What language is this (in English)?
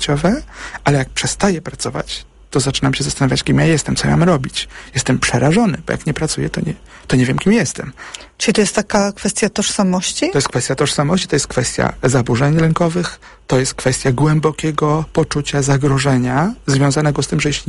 Polish